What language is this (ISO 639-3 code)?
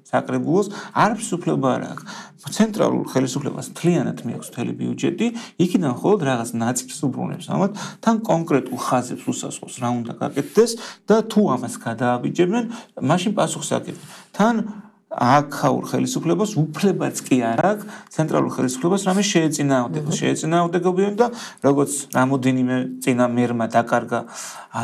kat